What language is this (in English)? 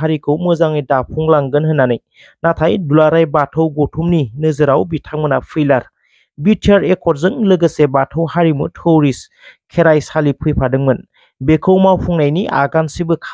Bodo